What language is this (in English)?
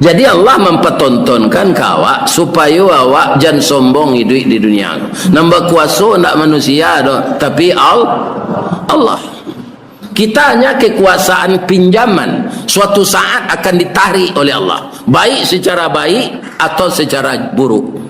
Minangkabau